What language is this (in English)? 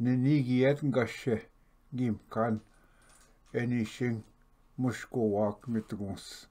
Ojibwa